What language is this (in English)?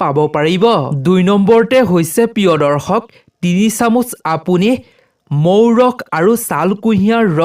Assamese